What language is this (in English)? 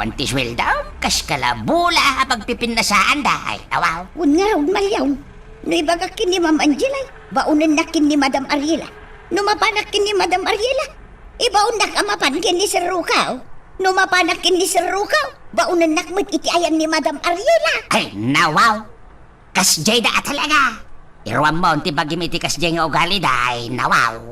Iloko